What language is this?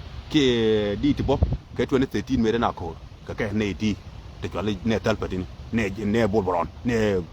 Nuer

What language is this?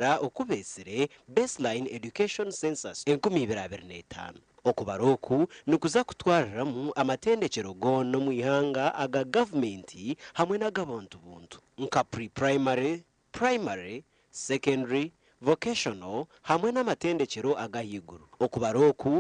Nyankole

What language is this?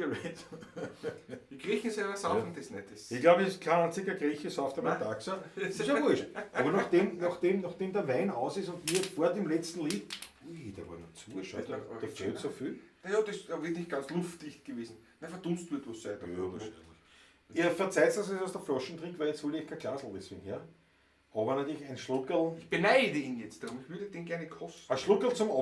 Bavarian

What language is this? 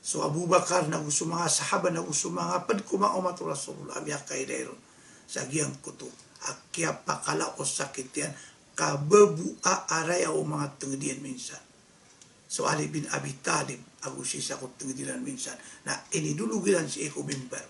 Maranao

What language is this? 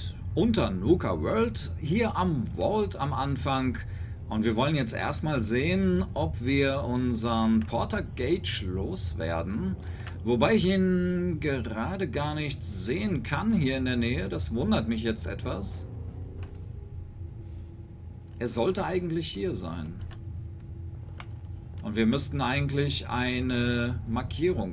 German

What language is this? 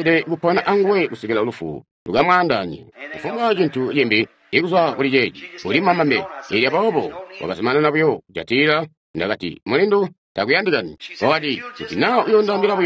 Tonga (Zambia)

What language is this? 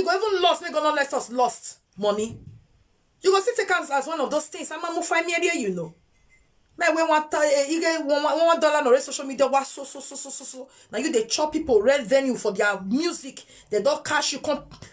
Nigerian Pidgin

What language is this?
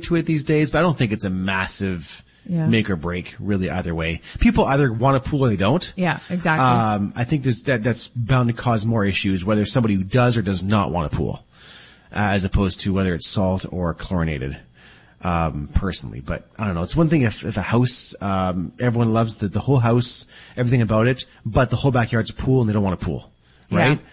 English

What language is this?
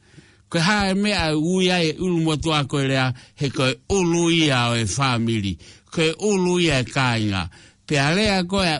Tongan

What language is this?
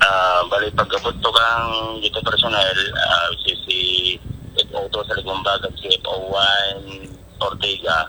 Kinaray-a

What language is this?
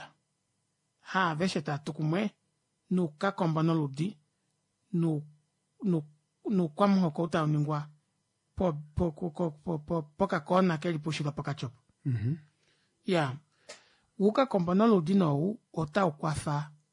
Kuanyama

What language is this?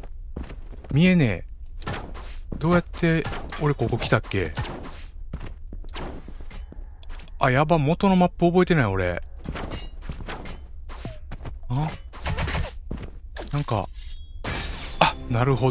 Japanese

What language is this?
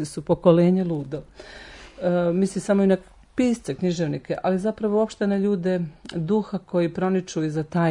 Serbian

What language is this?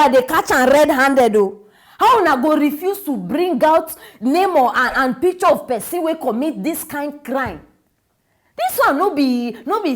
Nigerian Pidgin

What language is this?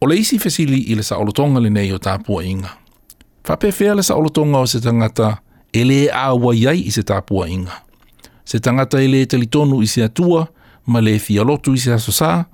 Samoan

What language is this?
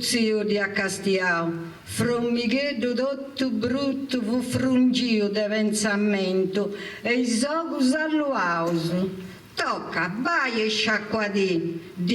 Sardinian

